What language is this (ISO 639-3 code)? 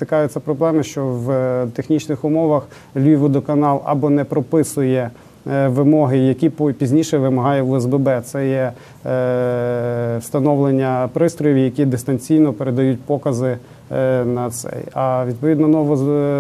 ukr